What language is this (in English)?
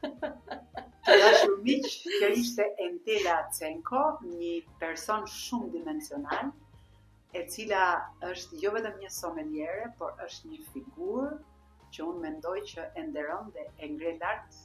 Albanian